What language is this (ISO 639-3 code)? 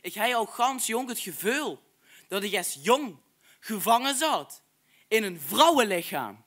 lim